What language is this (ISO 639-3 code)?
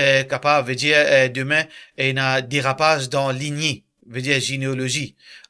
mfe